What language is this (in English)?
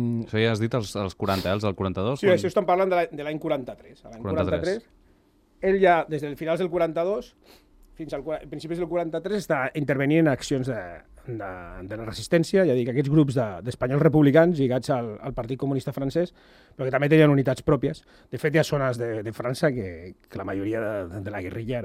Catalan